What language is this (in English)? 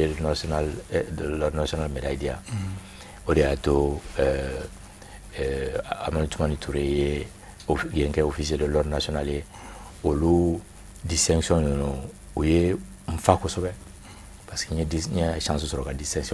Bambara